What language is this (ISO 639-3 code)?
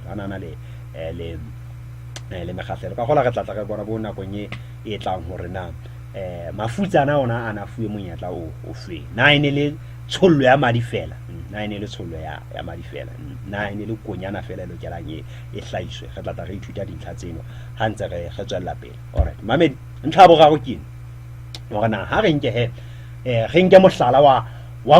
sot